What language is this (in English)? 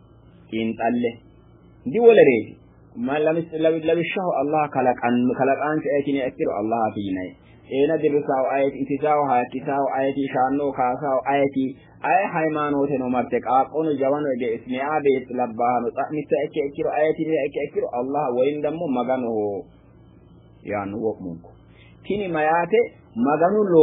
Sidamo